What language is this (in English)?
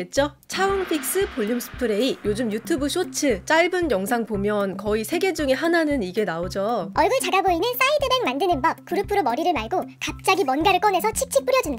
Korean